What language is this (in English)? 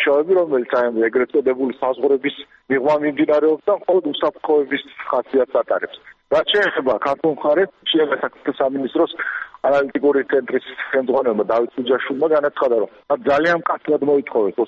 Georgian